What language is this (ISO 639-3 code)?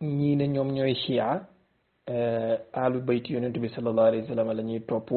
wol